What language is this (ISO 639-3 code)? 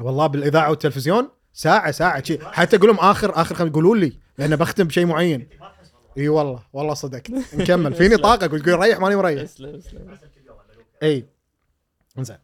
afb